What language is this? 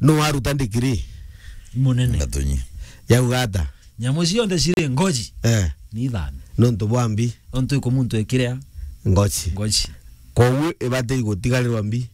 Meru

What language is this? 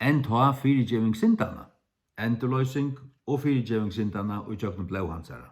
Faroese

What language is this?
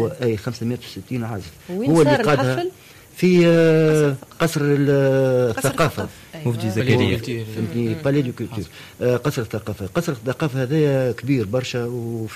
Tunisian Arabic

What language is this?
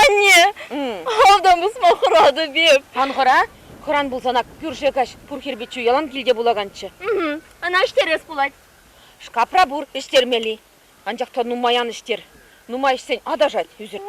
Chuvash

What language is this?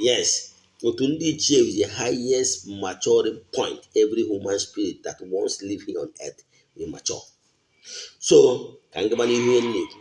Igbo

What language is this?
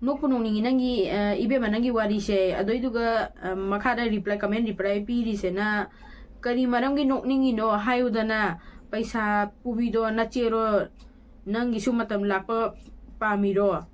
Manipuri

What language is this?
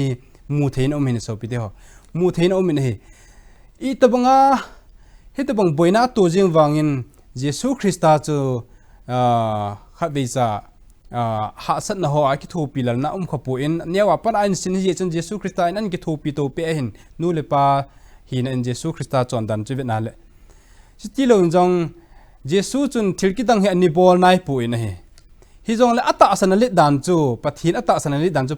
Thado Chin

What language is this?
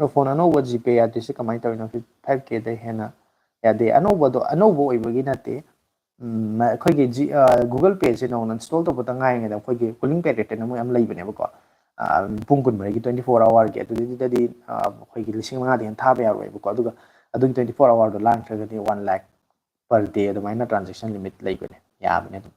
Manipuri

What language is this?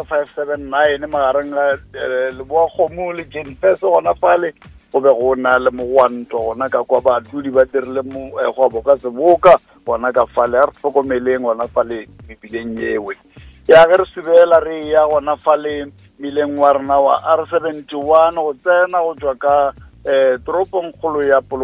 Northern Sotho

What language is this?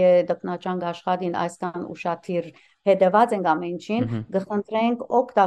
Western Armenian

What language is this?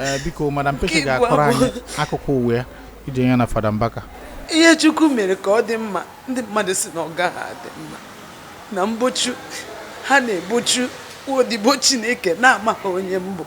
Igbo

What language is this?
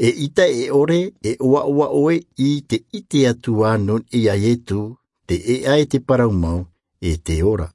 Tahitian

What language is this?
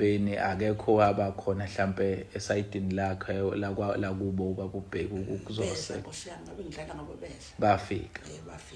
Zulu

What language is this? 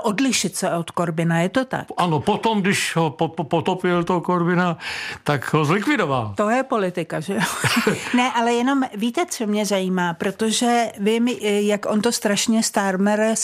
Czech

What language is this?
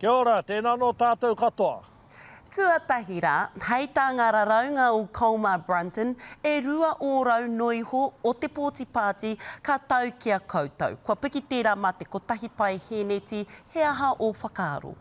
Māori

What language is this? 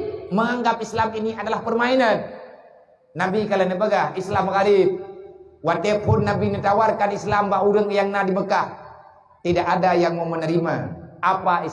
Achinese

